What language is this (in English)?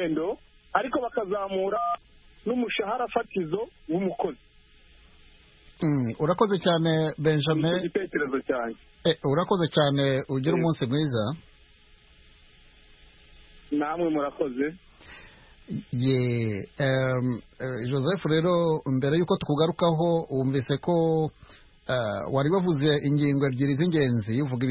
Kinyarwanda